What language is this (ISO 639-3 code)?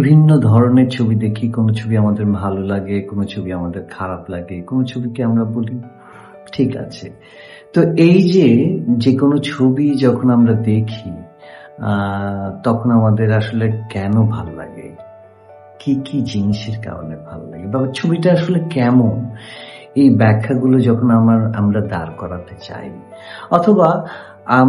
ben